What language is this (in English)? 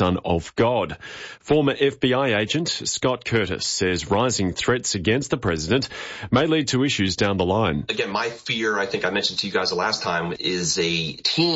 English